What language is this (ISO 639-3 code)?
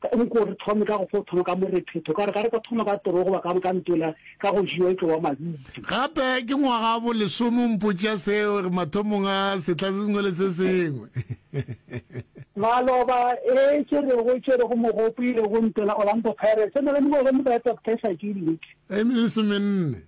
nso